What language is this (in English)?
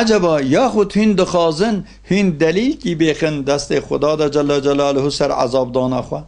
Kurdish